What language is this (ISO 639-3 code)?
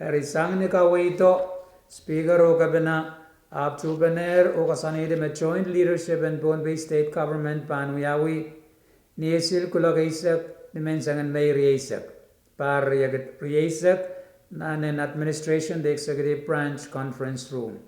pon